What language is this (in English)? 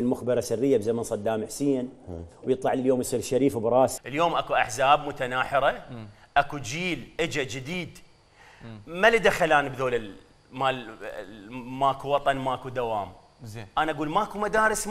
Mesopotamian Arabic